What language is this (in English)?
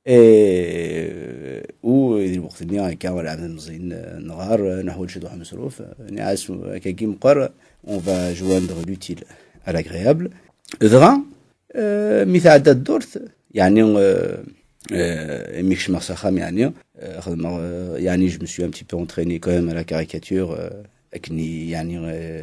Kabyle